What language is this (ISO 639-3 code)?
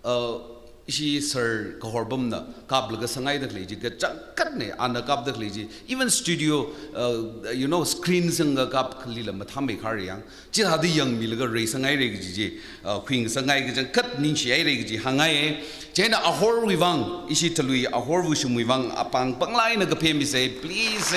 nmf